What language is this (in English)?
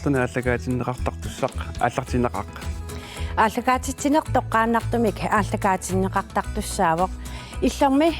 Kalaallisut